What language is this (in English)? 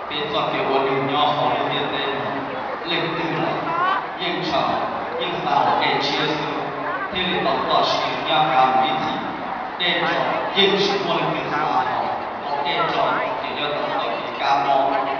Hmong